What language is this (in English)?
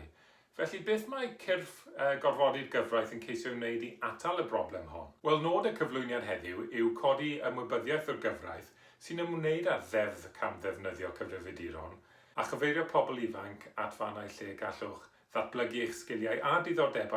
Welsh